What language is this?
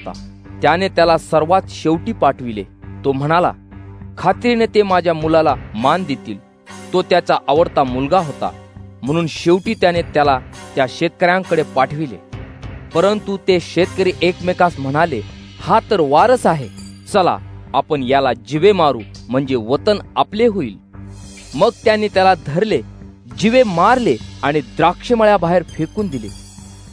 Marathi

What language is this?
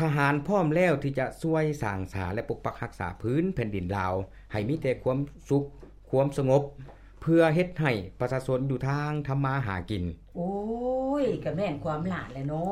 Lao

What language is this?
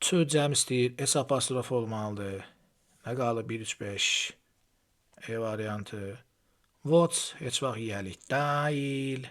Azerbaijani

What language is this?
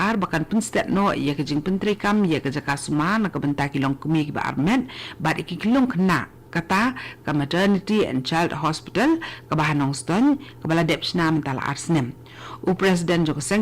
Khasi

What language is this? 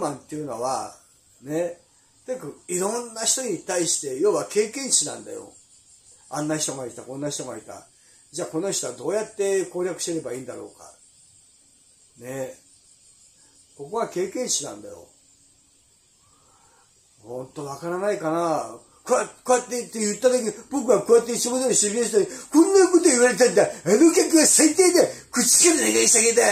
Japanese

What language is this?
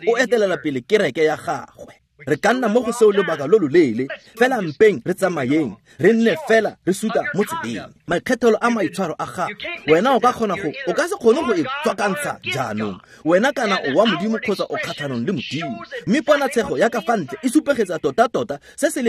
Tswana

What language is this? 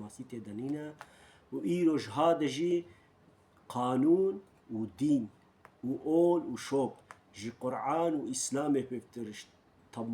Kurdish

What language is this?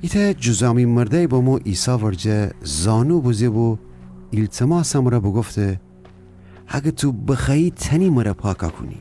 Gilaki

